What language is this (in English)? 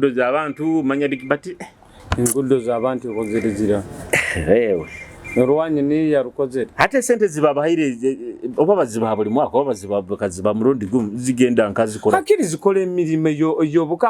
Nyoro